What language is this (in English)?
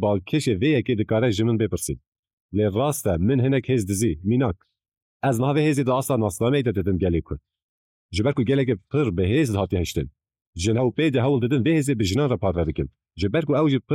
Kurdish